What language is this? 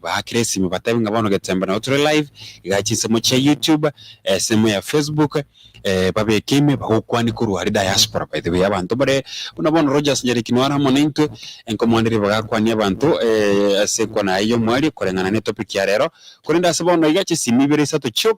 Gusii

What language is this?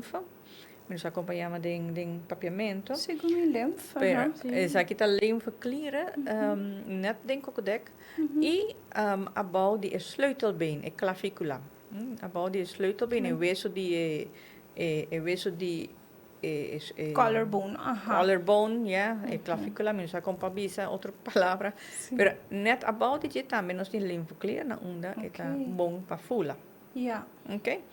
Papiamento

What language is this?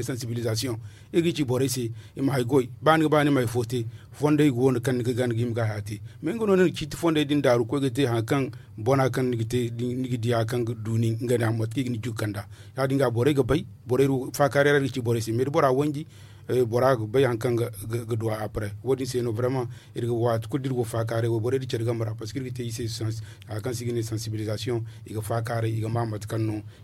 Zarma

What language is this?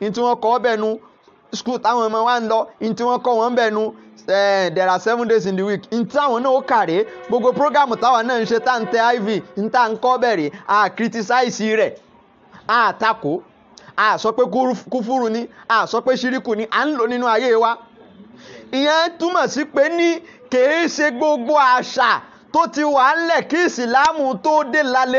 Yoruba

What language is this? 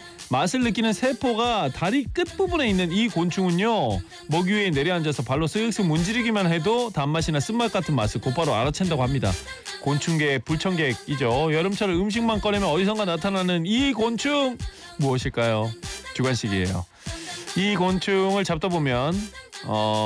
Korean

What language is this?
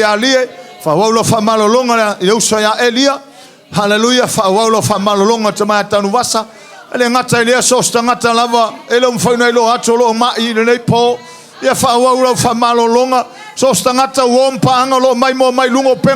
Samoan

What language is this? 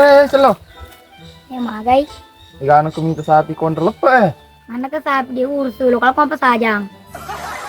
Buginese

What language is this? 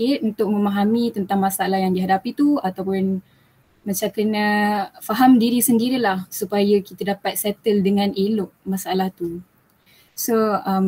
Malay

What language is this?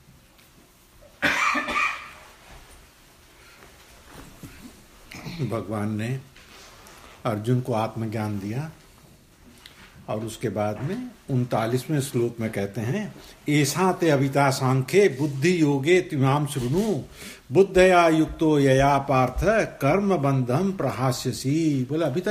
Hindi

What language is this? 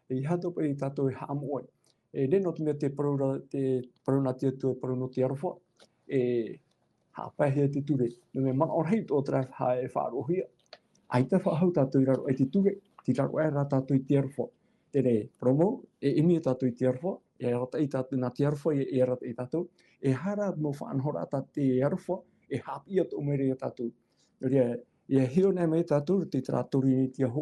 Tahitian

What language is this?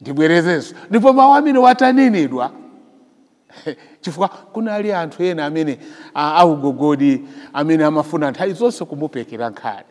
Nyanja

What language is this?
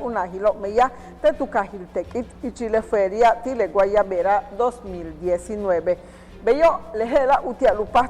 Yucateco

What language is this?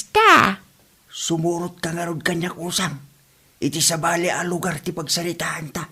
Iloko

